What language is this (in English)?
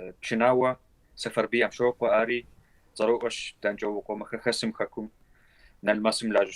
Kabardian